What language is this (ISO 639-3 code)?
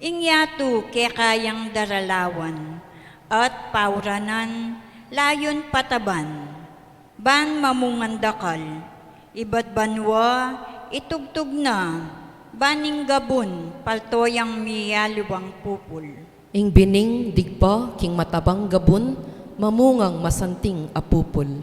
pam